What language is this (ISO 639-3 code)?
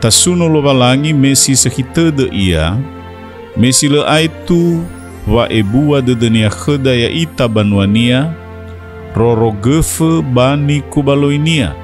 nia